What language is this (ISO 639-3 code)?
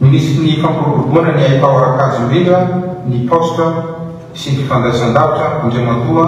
mlg